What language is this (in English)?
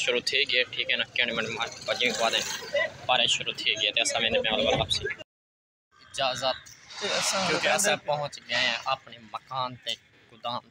Saraiki